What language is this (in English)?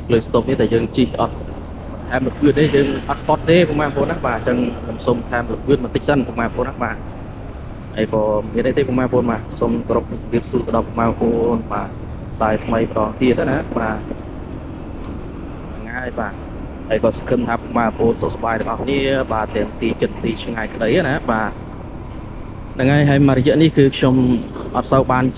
Khmer